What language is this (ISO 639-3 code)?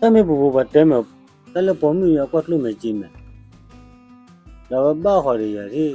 ksw